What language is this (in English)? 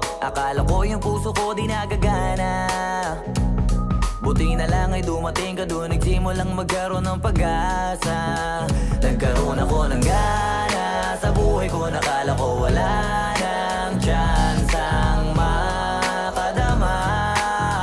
Filipino